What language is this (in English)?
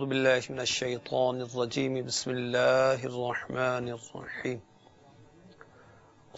Urdu